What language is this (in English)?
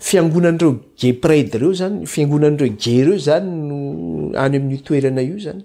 Malagasy